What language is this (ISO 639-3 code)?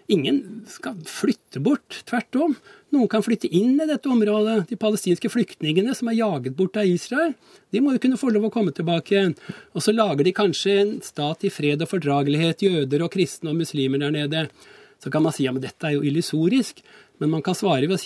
nor